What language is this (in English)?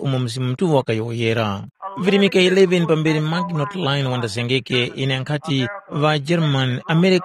Tumbuka